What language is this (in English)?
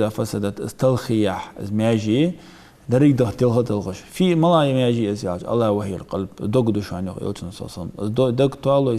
Ingush